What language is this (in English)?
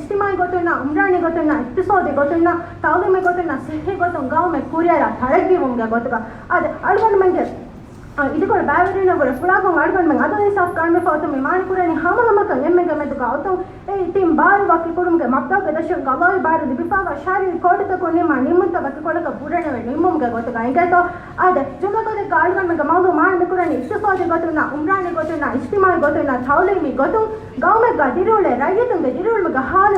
Divehi